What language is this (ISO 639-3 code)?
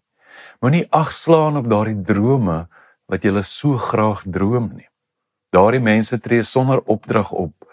afr